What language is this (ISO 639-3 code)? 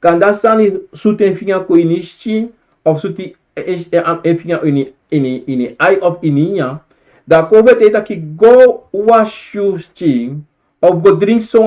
srn